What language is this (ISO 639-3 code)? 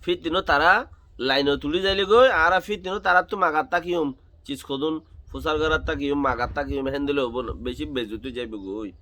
rhg